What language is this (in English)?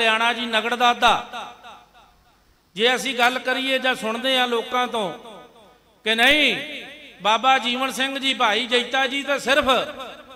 Punjabi